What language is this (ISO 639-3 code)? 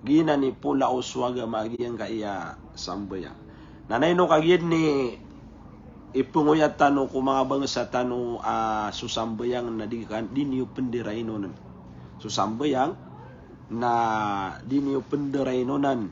mrw